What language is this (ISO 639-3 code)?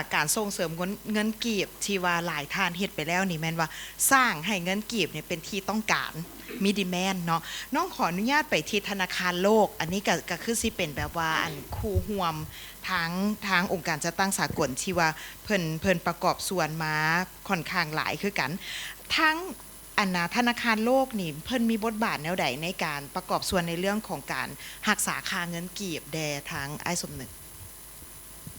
lao